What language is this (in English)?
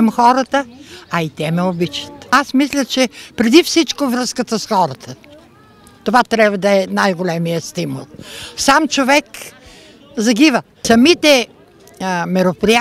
Bulgarian